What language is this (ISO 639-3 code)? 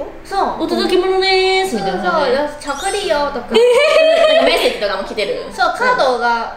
jpn